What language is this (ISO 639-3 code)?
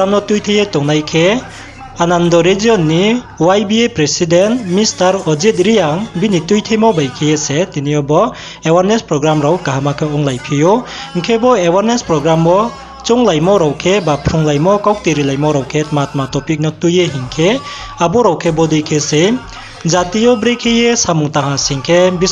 ria